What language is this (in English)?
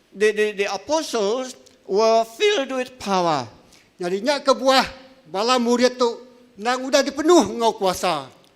Iban